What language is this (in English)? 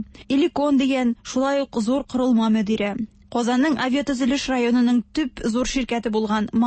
Tatar